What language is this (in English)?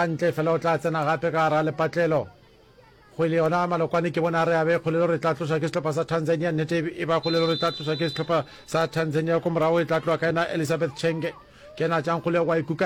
Northern Sotho